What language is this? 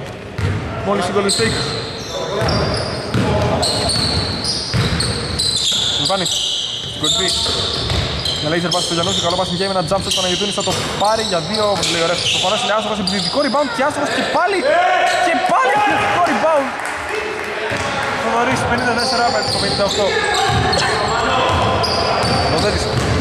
Greek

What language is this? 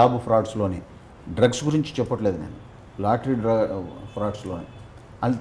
Telugu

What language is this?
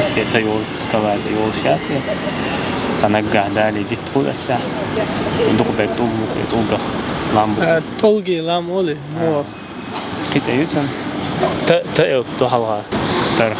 Chechen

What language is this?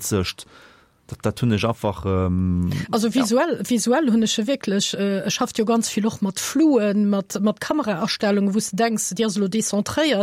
Luxembourgish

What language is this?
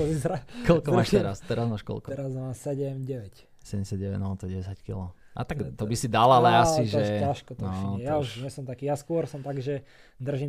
Slovak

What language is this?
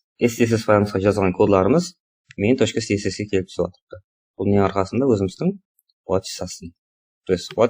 Kara-Kalpak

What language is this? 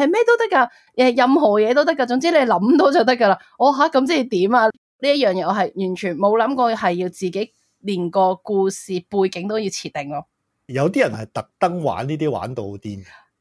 Cantonese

